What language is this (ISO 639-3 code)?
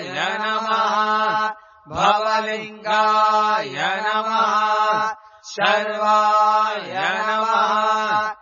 san